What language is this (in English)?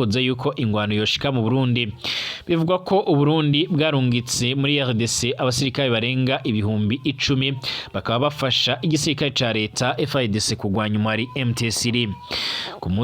Rundi